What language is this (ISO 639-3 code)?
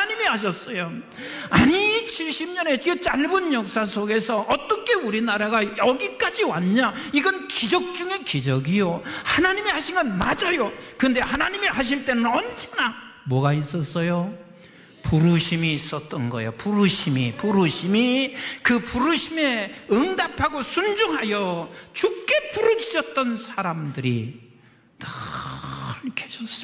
kor